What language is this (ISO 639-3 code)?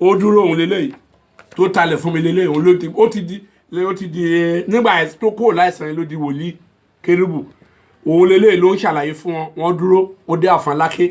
yor